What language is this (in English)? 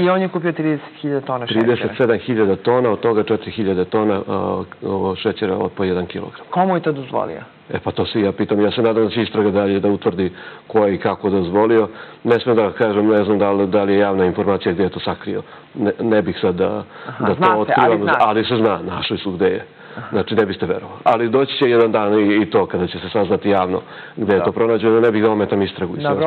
Serbian